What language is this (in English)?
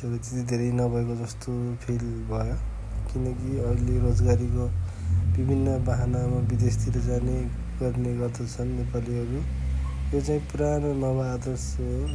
Nepali